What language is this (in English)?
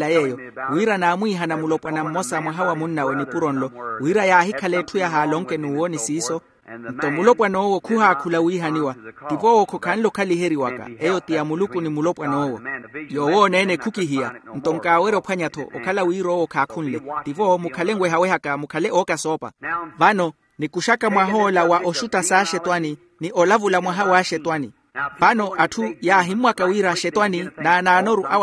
Makhuwa